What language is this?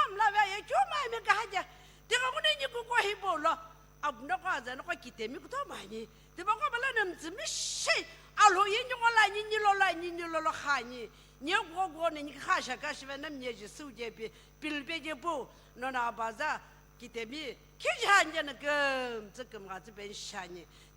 Sumi Naga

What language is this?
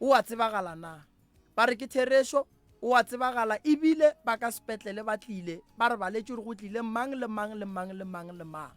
Northern Sotho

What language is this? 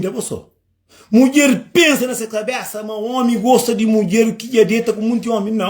Kabuverdianu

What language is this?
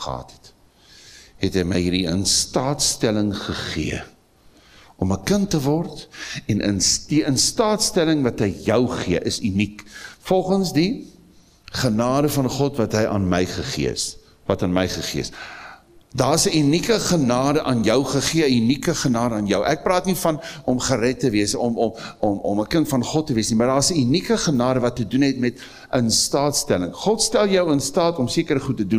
Afrikaans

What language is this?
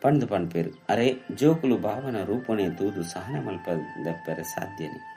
Tulu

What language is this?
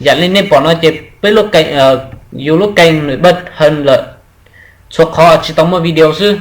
Hmong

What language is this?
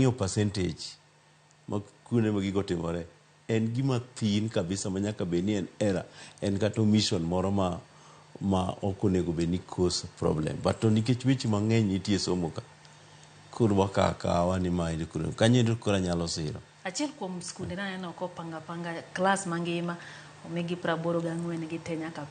Luo (Kenya and Tanzania)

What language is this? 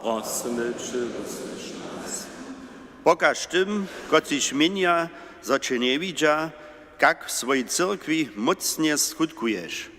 Upper Sorbian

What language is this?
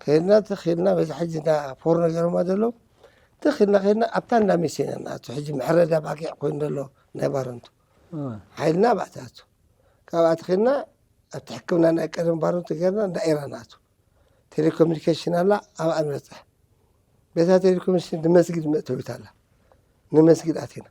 Tigrinya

